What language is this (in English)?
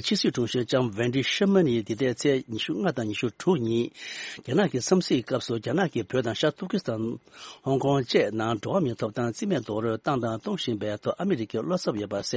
Tibetan